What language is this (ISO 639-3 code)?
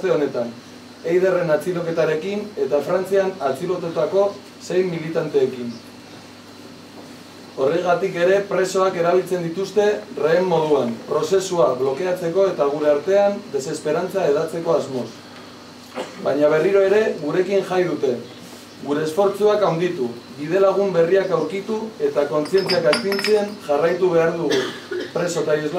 eus